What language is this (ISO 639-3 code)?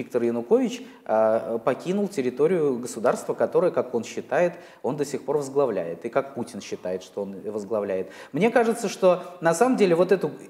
rus